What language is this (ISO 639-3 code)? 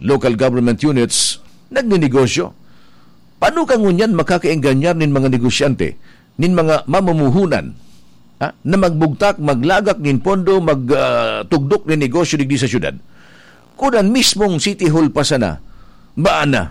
bik